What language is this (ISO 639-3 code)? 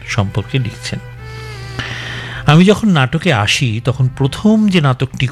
ben